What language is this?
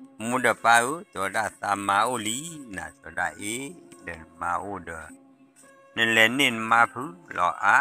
S'gaw Karen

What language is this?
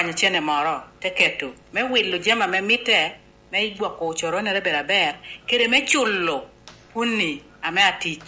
Lango (Uganda)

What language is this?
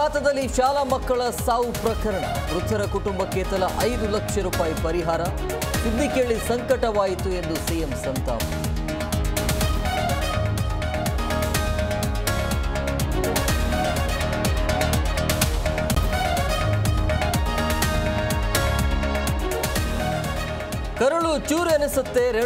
Kannada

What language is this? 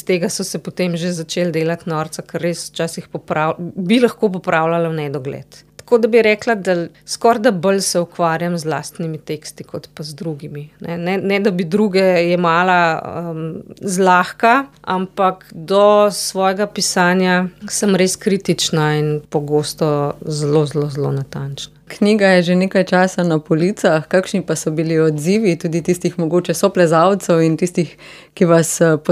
Slovenian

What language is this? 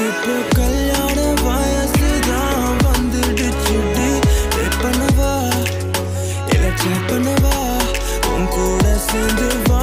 Tamil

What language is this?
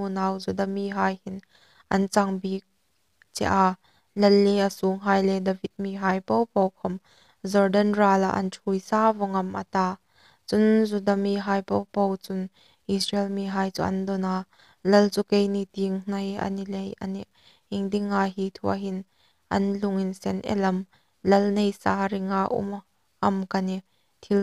Hmar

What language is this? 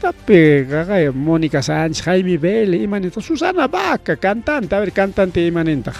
Ayacucho Quechua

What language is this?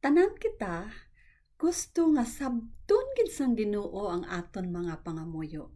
Hiligaynon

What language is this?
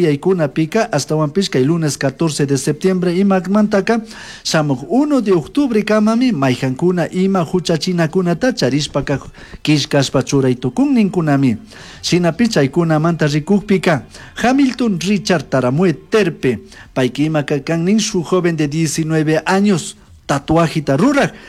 Chimborazo Highland Quichua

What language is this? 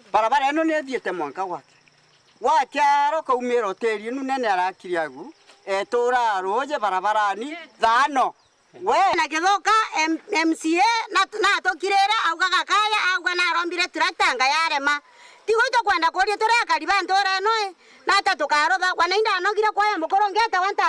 Meru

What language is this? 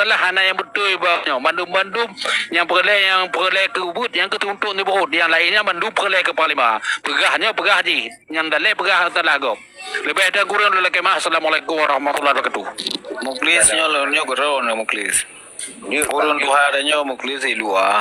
Achinese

